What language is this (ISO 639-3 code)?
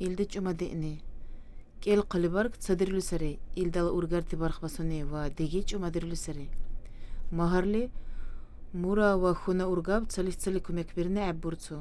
dar